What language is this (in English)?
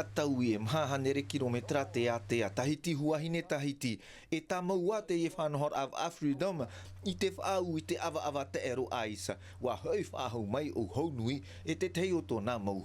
Tahitian